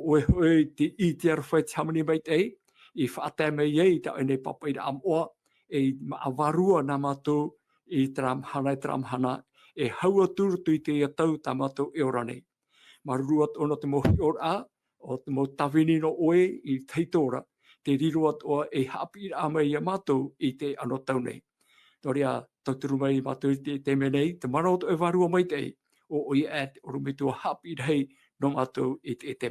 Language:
Tahitian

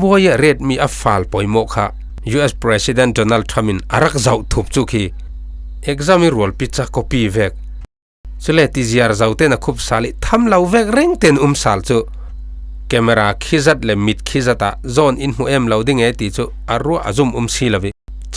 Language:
Falam Chin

